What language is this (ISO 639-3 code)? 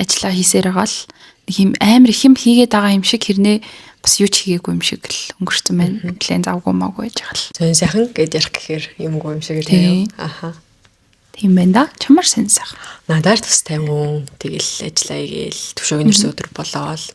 mon